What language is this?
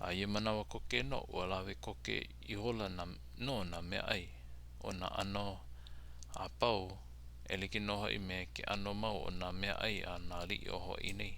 Hawaiian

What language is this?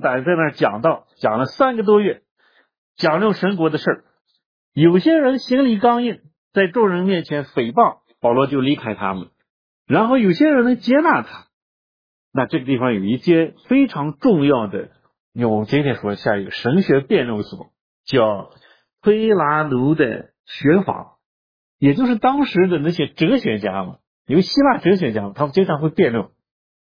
Chinese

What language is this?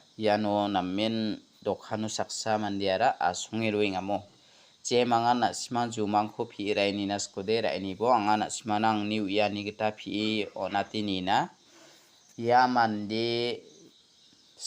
Garo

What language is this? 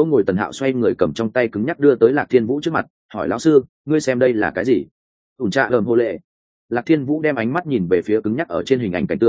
Vietnamese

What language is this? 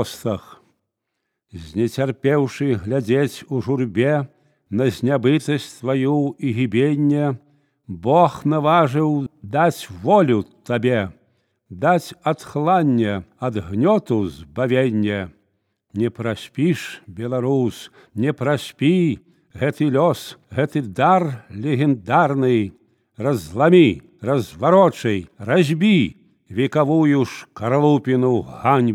Belarusian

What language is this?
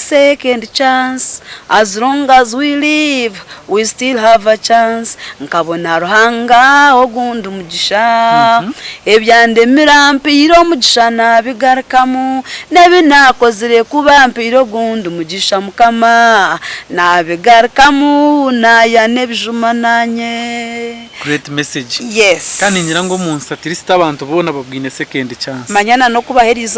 Nyankole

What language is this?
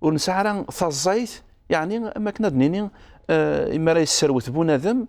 Kabyle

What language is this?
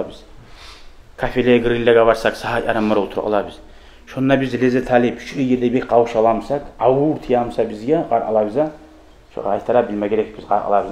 Kumyk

